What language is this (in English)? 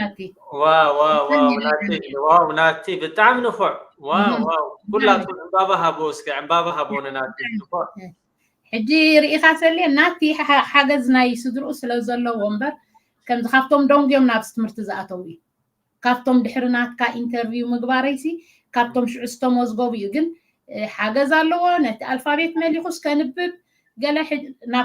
Tigrinya